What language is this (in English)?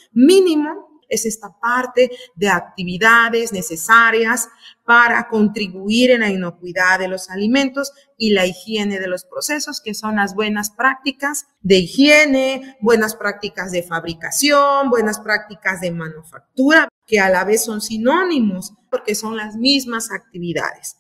Spanish